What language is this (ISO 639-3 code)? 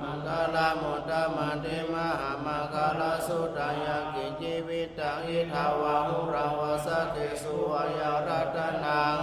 pli